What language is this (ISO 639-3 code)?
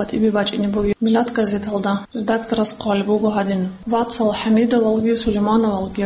ava